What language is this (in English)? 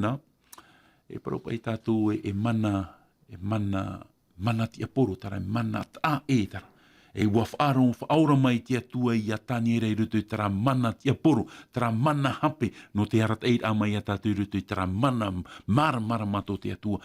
Tahitian